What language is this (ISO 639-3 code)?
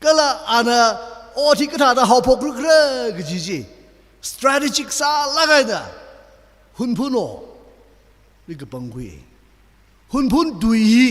nmf